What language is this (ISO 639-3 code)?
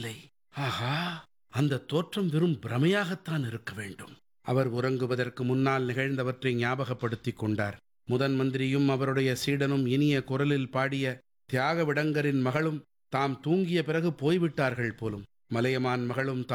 tam